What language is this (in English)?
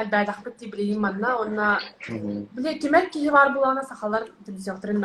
Yakut